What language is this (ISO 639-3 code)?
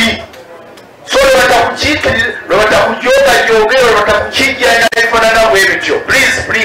nyn